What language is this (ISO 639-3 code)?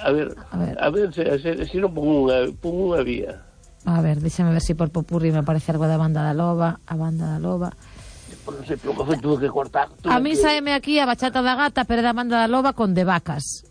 glg